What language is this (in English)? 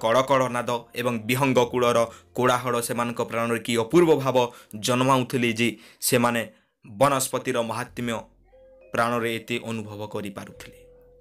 Odia